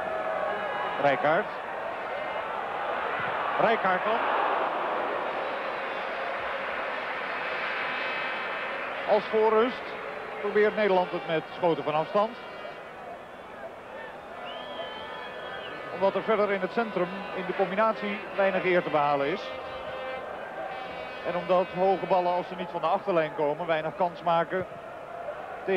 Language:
Dutch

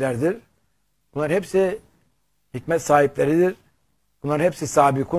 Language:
Turkish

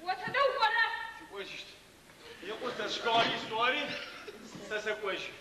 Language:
Adyghe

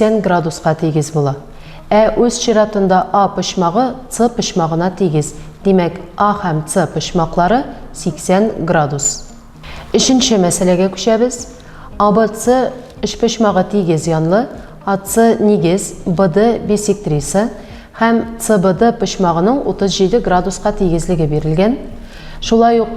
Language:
Tatar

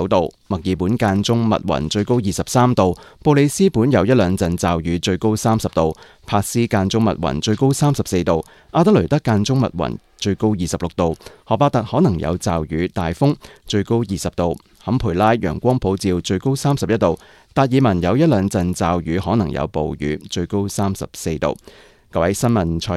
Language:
Cantonese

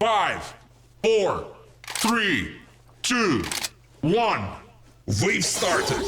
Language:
Bavarian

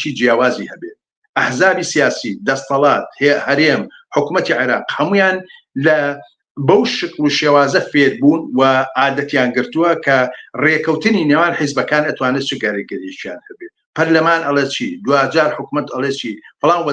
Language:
Central Kurdish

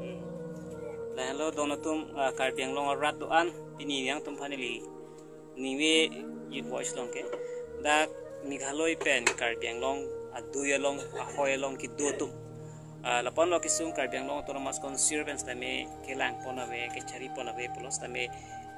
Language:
Karbi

